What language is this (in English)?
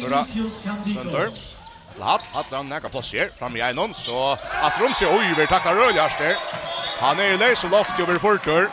Faroese